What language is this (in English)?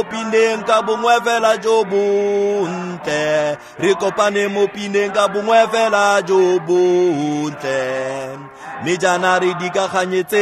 Tswana